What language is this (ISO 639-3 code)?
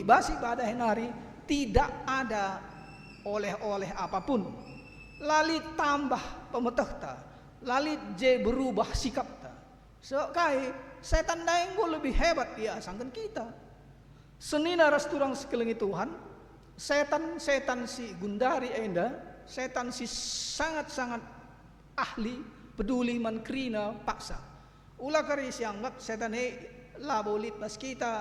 btx